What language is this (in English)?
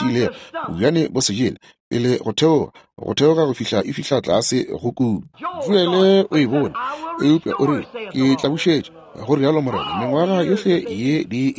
Northern Sotho